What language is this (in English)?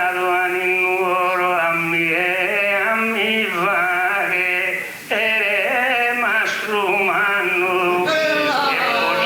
Sardinian